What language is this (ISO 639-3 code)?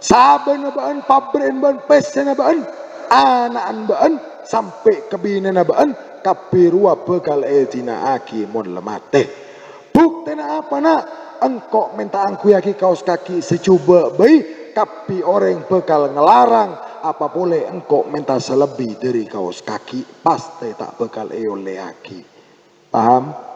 mad